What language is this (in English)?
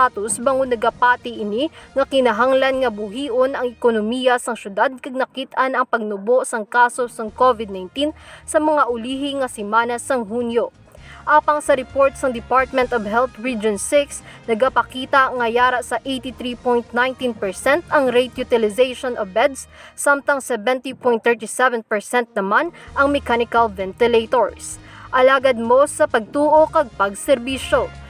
Hiligaynon